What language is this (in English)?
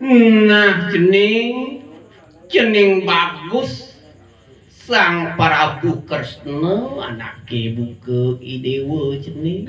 Balinese